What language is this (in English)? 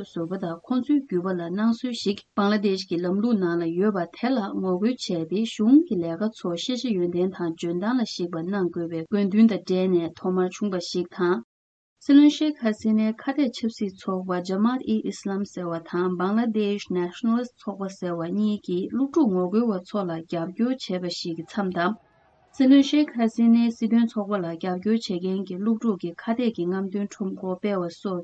Tibetan